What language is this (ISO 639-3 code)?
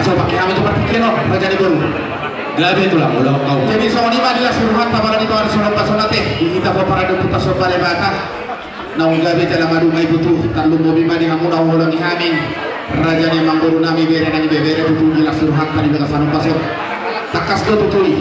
bbc